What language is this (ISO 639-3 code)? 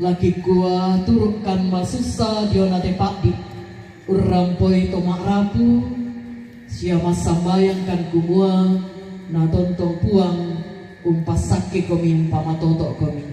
sda